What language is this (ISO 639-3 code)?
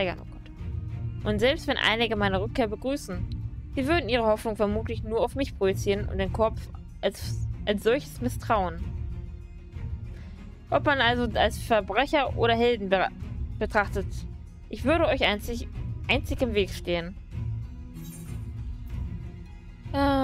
deu